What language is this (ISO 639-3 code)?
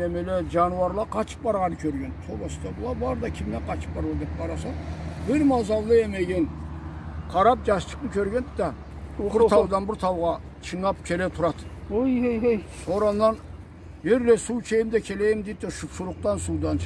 krc